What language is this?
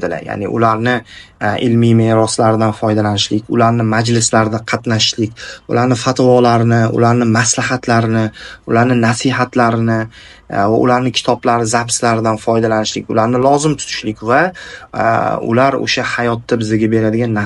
Uzbek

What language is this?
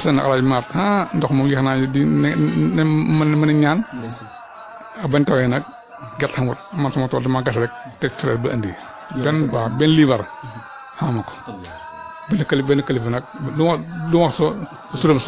Wolof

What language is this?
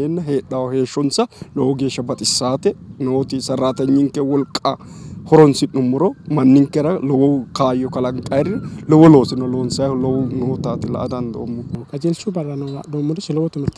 Sidamo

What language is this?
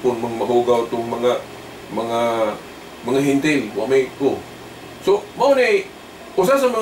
Cebuano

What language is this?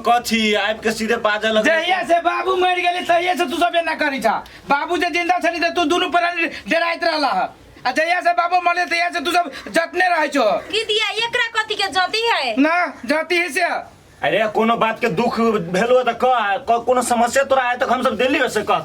Maithili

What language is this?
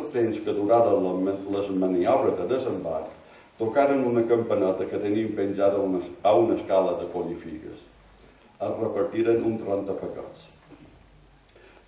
Catalan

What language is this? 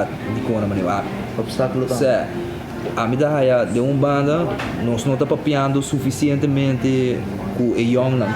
Papiamento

